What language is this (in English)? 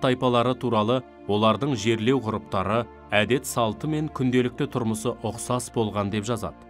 Kazakh